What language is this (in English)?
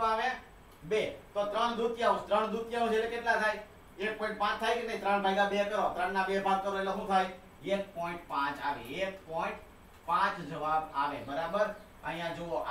Gujarati